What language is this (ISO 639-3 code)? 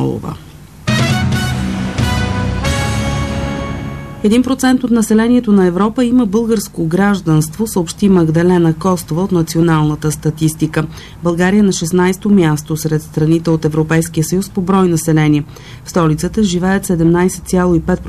bul